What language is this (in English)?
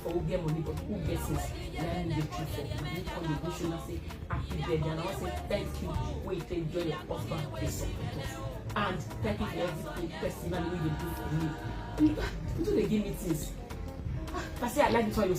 Nigerian Pidgin